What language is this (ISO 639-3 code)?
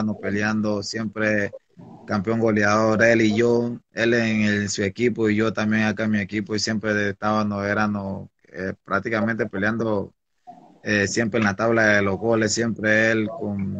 spa